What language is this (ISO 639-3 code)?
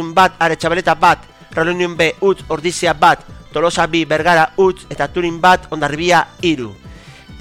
eus